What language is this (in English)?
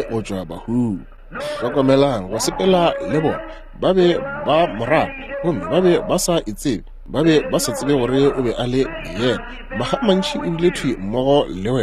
Northern Sotho